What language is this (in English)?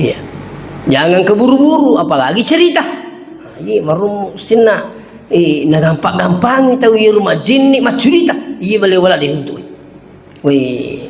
Buginese